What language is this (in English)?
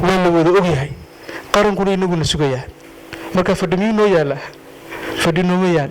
Somali